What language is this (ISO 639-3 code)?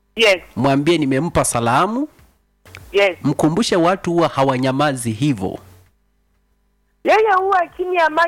swa